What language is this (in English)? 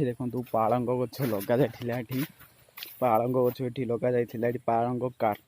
Odia